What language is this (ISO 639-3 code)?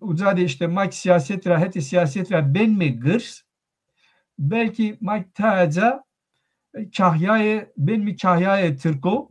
zza